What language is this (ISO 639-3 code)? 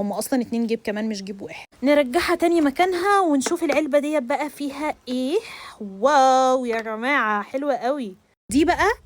arz